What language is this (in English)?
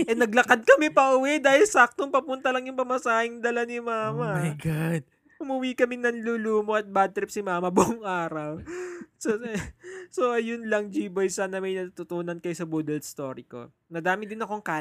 Filipino